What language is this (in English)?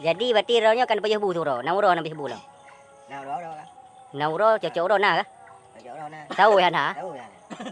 Achinese